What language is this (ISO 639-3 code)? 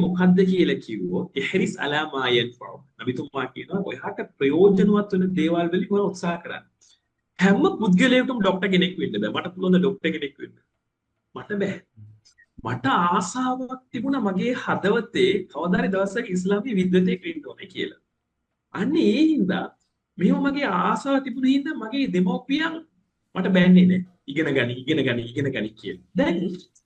sin